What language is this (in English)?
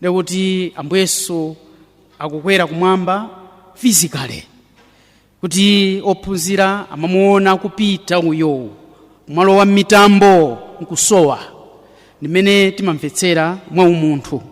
Nyanja